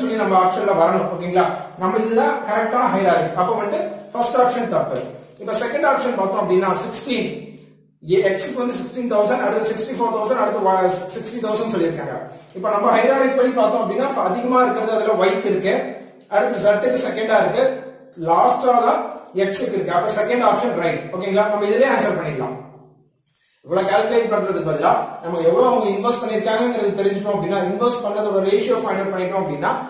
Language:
Tamil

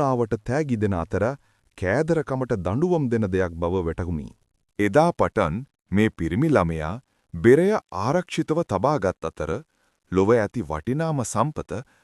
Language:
Sinhala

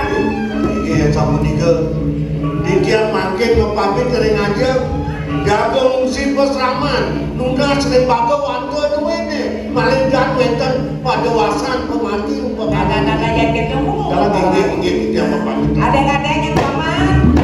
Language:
Balinese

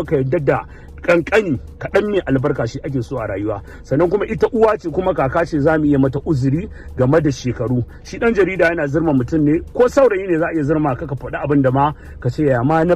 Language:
Hausa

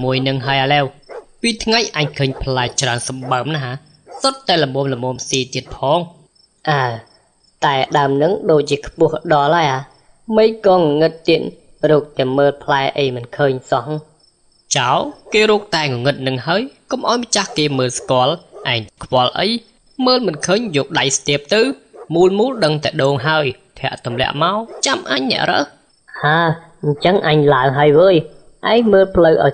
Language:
Khmer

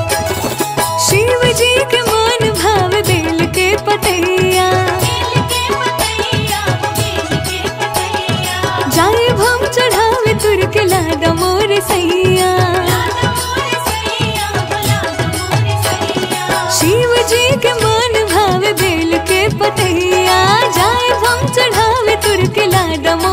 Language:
Bhojpuri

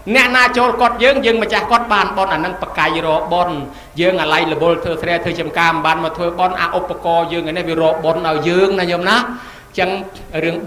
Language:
Khmer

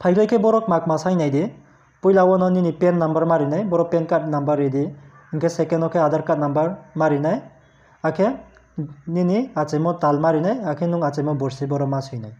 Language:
Riang (India)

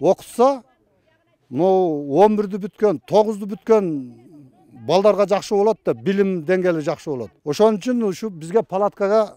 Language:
Kyrgyz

